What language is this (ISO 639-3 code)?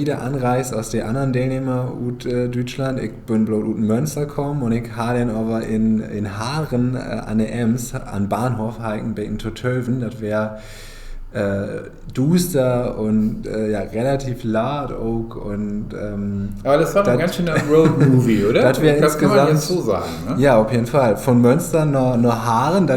nds